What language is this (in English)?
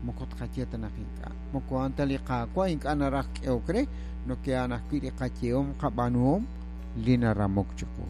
Kekchí